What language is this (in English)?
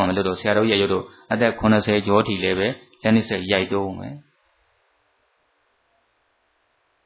Burmese